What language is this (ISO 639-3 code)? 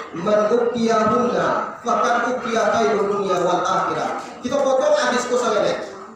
min